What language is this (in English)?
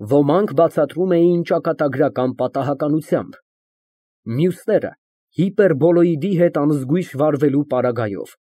Armenian